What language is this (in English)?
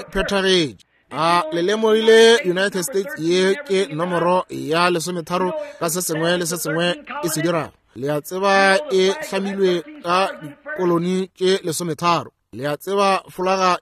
Northern Sotho